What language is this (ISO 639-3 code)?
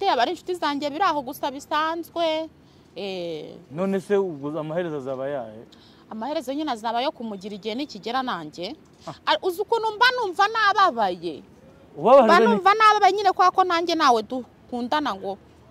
kin